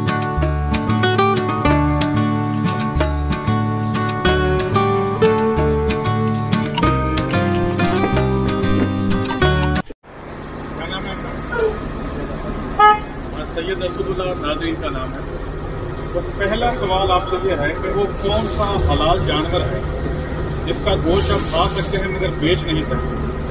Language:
Urdu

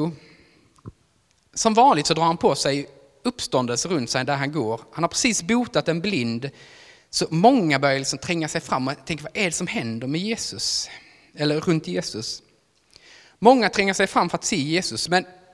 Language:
Swedish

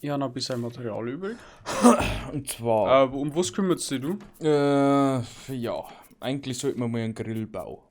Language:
Bavarian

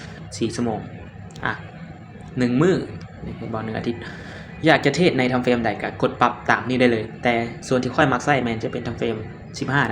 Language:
Lao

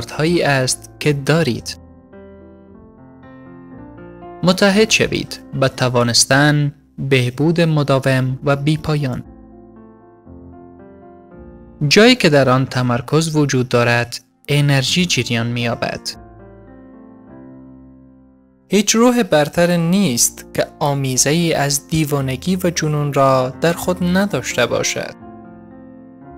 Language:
Persian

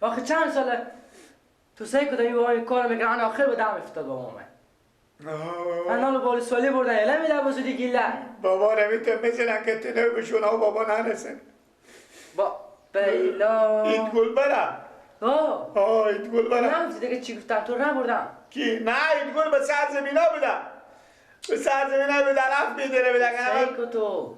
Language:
Persian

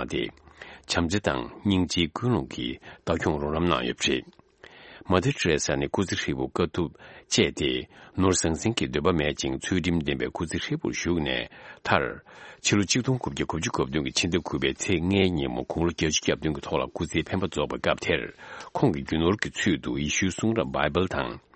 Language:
Tibetan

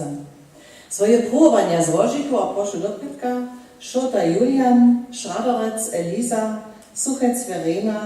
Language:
Upper Sorbian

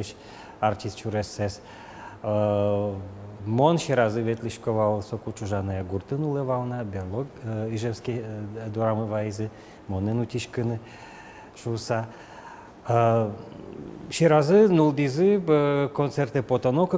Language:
Udmurt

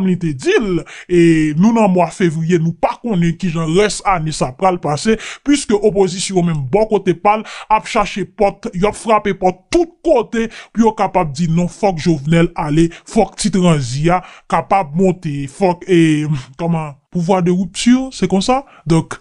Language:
Haitian Creole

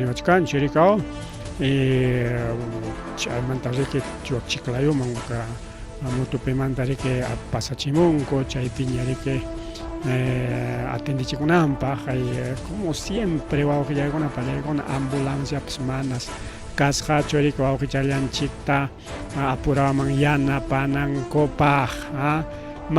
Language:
Ayacucho Quechua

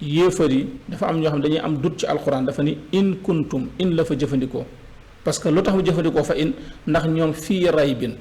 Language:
Wolof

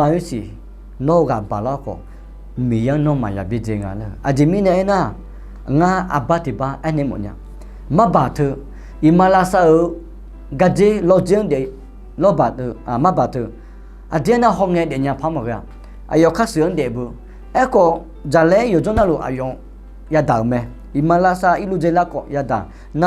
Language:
Akha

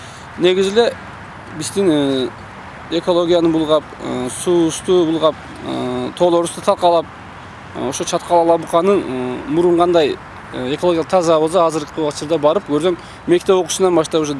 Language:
Kyrgyz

